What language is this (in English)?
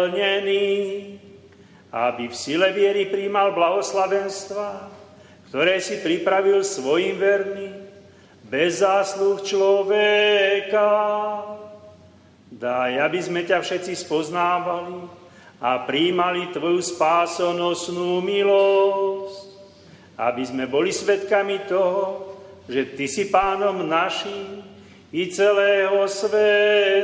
Slovak